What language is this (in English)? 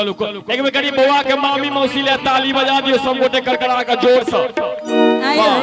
Maithili